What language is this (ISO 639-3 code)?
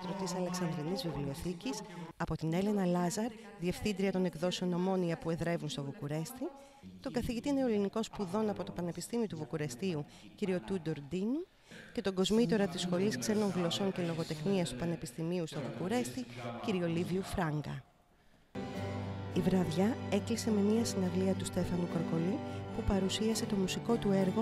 ell